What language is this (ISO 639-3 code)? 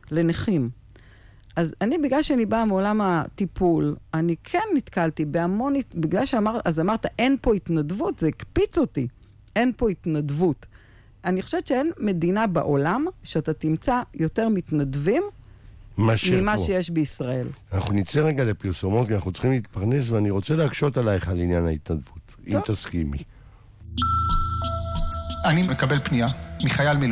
heb